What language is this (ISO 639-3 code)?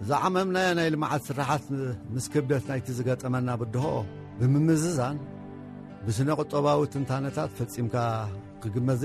tir